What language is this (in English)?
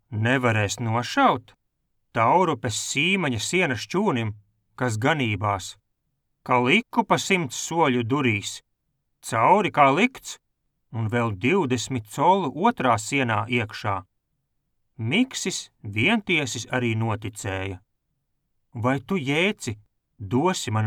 Latvian